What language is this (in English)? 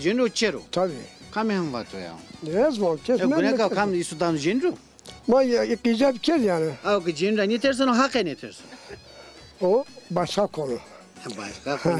Zaza